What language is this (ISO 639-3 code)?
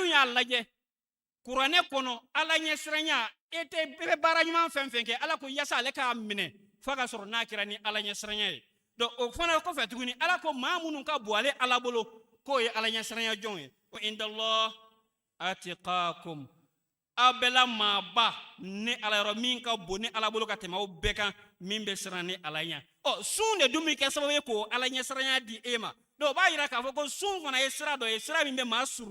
bam